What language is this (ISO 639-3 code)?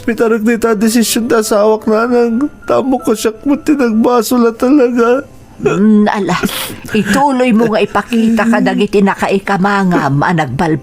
ilo